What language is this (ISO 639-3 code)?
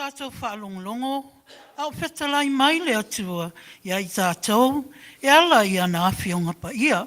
smo